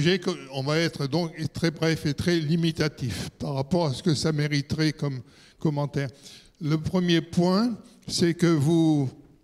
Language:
French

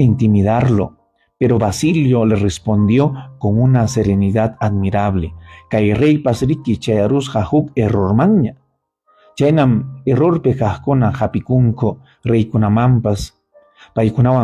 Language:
Ayacucho Quechua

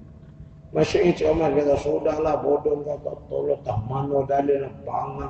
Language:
Malay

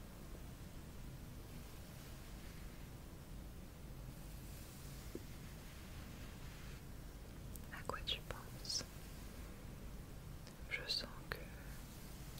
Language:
French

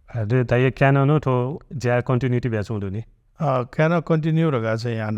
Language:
Newari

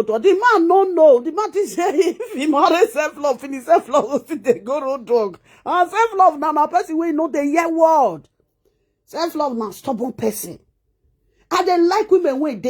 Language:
Nigerian Pidgin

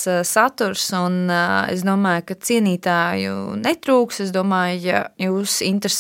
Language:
Latvian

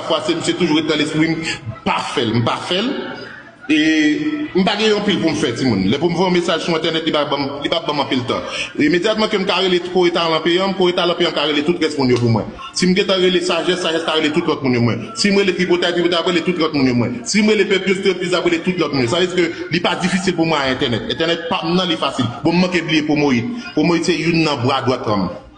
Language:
Haitian Creole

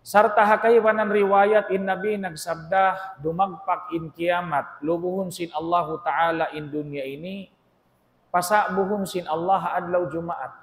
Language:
Tausug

